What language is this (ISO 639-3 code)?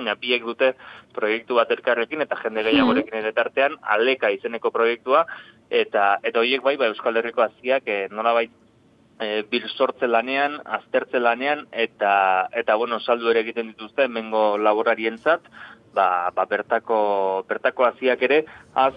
eus